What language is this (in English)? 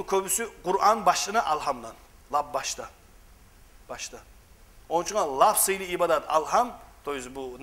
Kumyk